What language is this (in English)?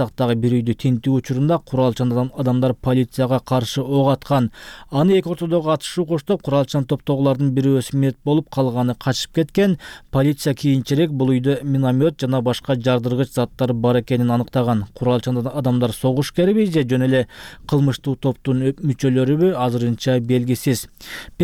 Kyrgyz